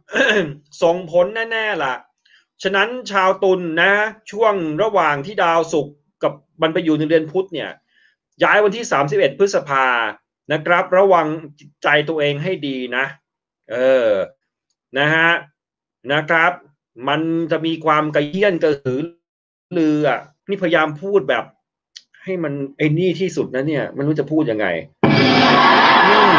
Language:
Thai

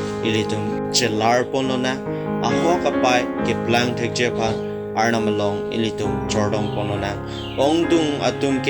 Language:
Karbi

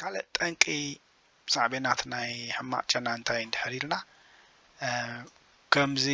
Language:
Tigrinya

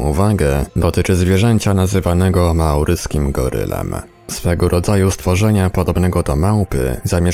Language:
Polish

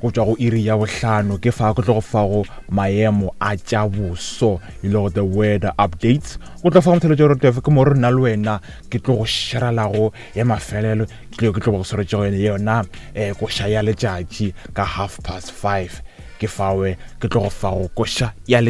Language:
Northern Sotho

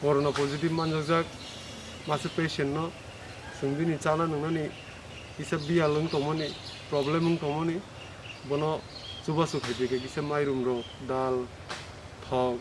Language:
Kok Borok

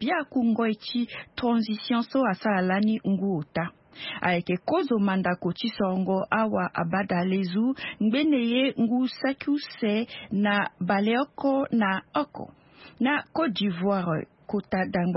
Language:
Sango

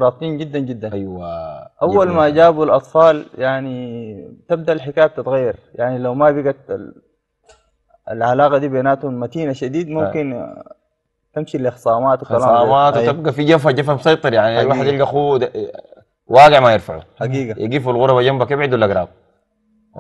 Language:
Sudanese Arabic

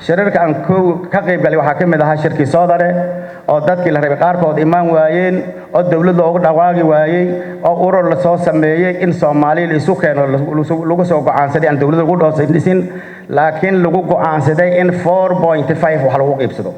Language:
Somali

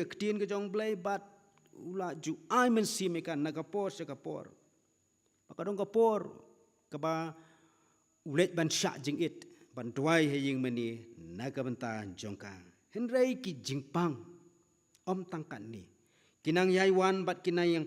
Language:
Khasi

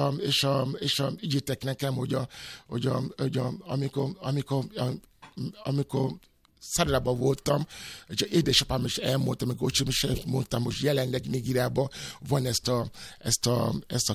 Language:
Hungarian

